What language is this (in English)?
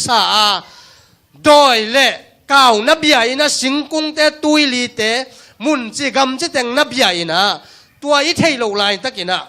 Tedim Chin